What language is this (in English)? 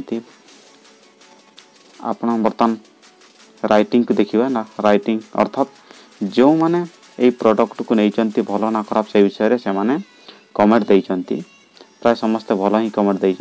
Odia